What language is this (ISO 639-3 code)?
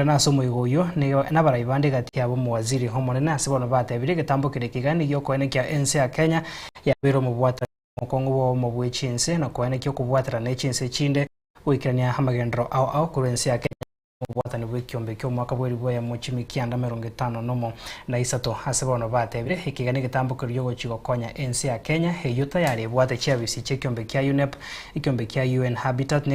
guz